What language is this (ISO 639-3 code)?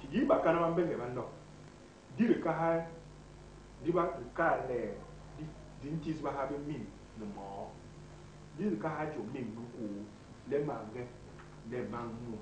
bas